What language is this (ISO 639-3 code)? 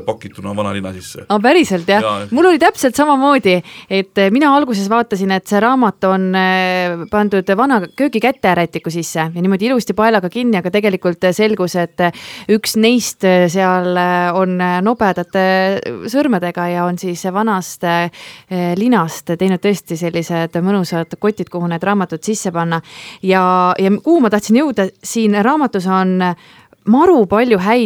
est